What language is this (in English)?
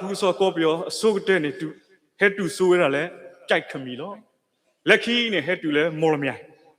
S'gaw Karen